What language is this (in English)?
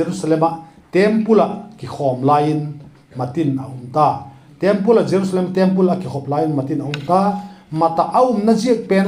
Vaiphei